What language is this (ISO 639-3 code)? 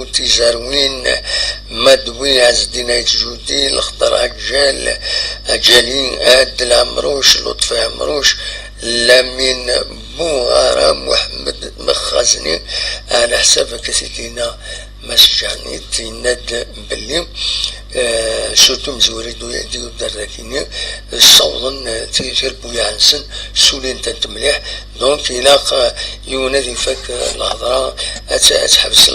kab